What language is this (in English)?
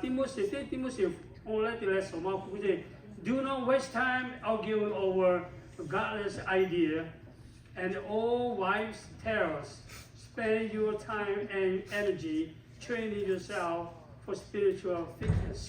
Lahu